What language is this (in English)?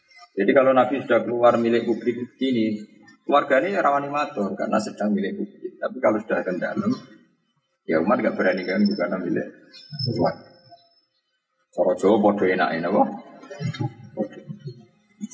Indonesian